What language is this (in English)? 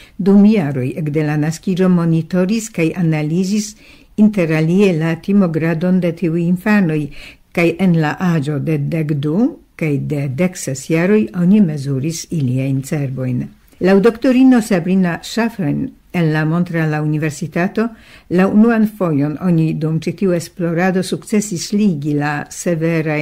Esperanto